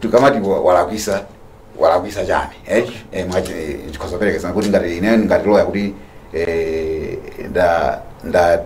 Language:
Nyanja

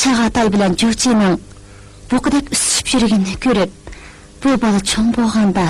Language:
Uyghur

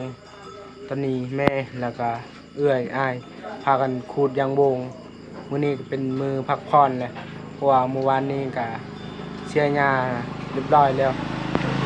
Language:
Lao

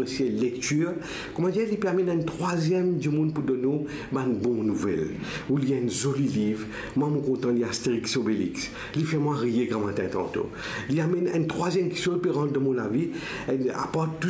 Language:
Morisyen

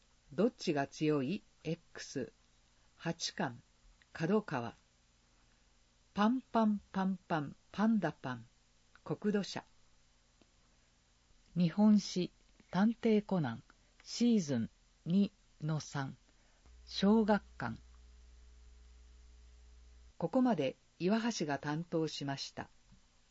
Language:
Japanese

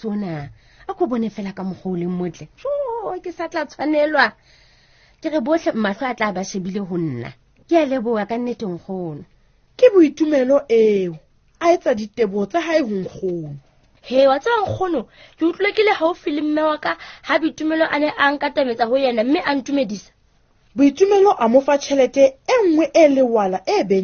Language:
Southern Sotho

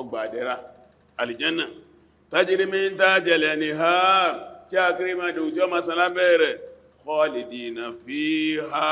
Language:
Yoruba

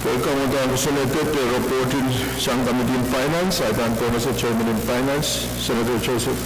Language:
Pohnpeian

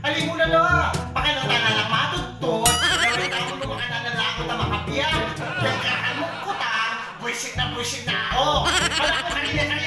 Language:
Pampanga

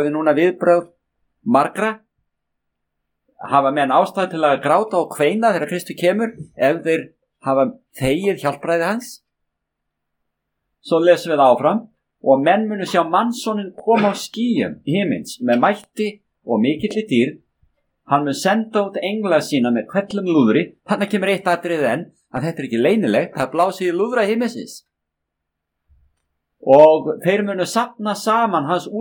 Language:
Icelandic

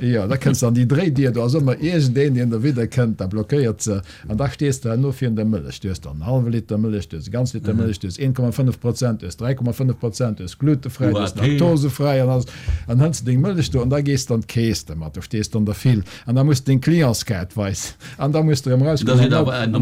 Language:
Luxembourgish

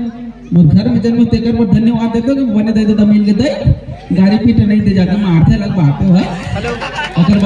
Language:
Chhattisgarhi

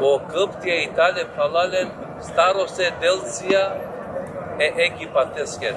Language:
Balkan Romani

